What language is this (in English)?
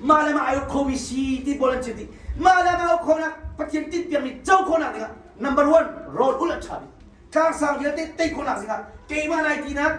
Hakha Chin